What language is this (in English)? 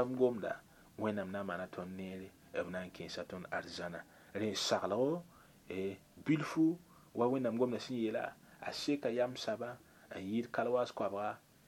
Mossi